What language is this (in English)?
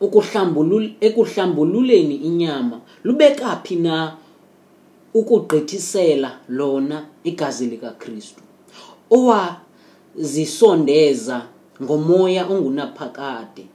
Xhosa